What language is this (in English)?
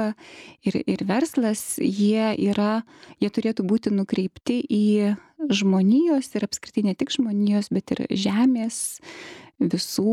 Lithuanian